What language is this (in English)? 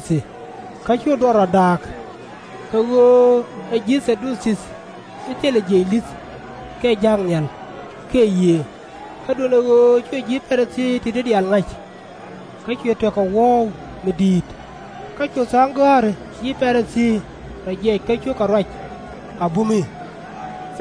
Nuer